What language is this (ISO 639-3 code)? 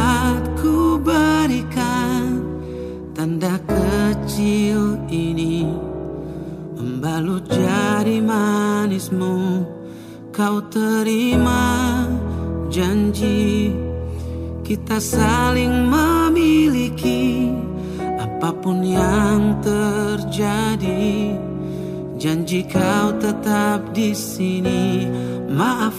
ind